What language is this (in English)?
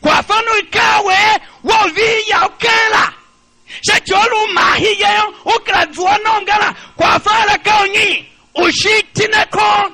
Tiv